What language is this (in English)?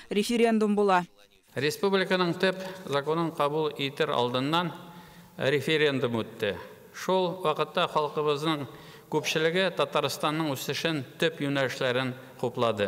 Tatar